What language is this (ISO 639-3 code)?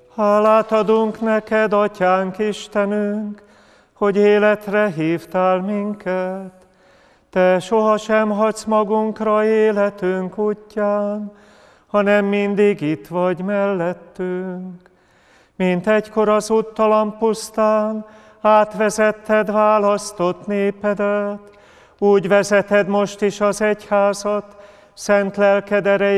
hun